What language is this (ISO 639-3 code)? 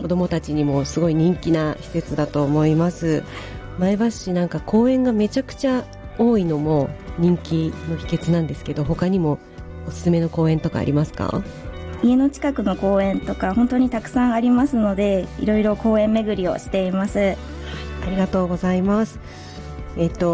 jpn